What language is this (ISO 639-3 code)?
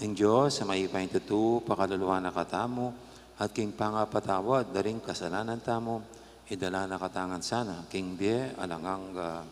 pam